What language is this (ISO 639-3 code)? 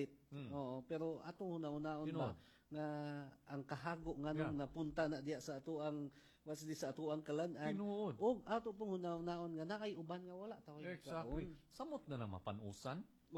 ceb